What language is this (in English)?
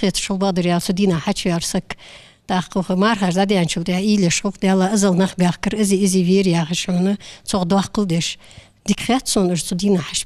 Ingush